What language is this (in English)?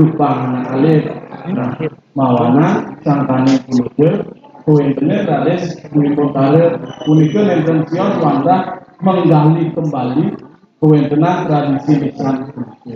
Balinese